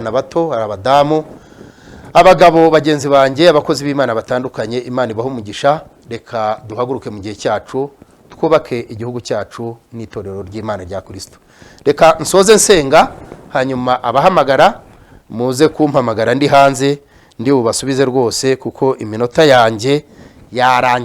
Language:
Kinyarwanda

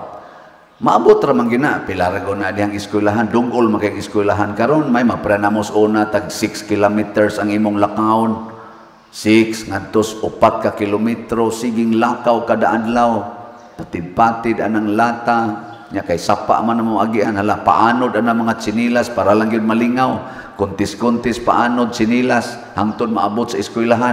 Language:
Cebuano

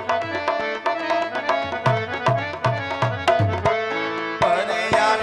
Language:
Gujarati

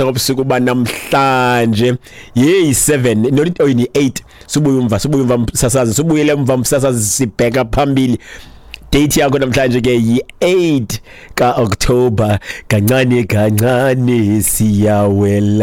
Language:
Xhosa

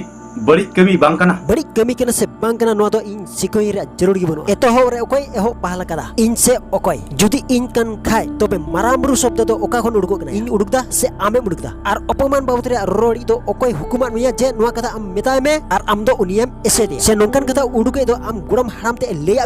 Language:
Santali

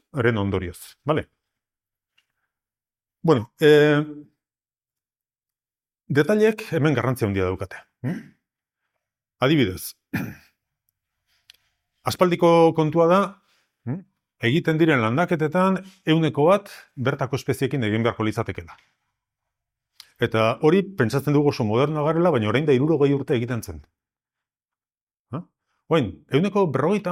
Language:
Basque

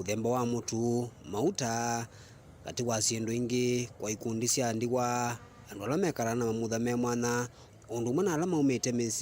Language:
Kamba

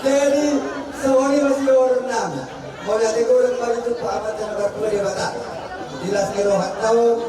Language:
Batak Toba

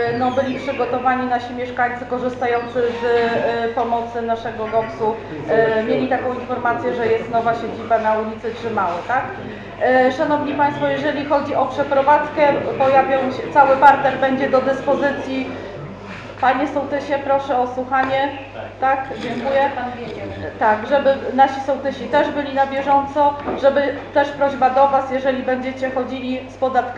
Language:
Polish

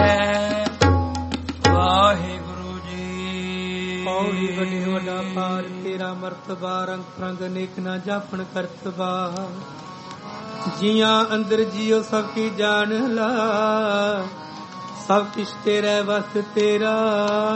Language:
Punjabi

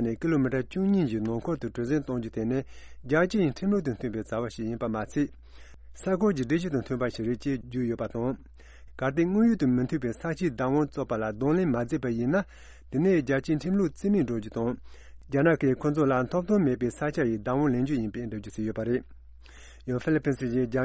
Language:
Tibetan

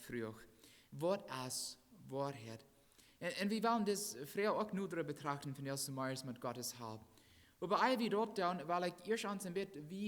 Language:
Plautdietsch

